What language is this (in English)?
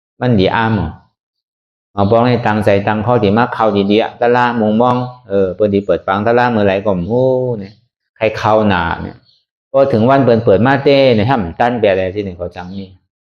Shan